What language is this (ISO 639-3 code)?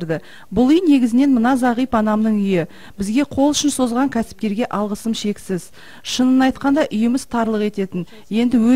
kaz